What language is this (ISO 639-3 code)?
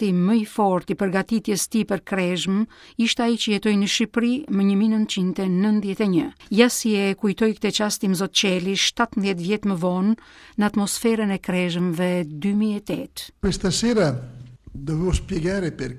sqi